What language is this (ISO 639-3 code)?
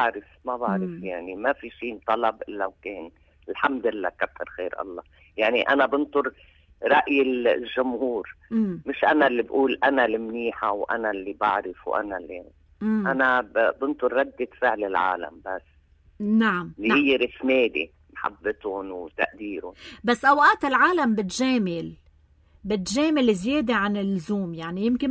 apc